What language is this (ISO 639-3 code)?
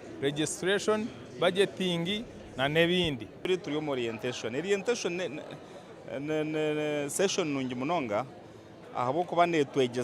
nyn